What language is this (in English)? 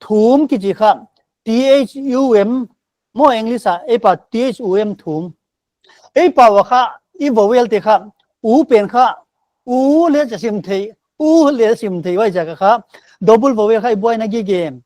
Paite Chin